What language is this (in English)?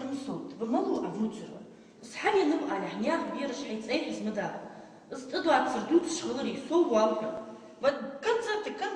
Ingush